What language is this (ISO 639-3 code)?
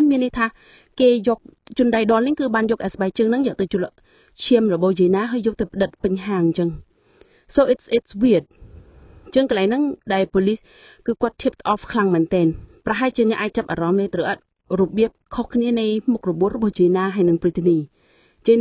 khm